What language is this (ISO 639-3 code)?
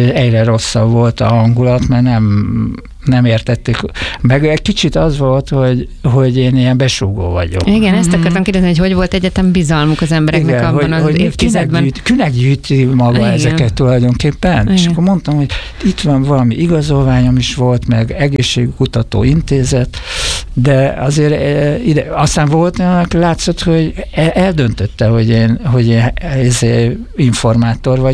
hun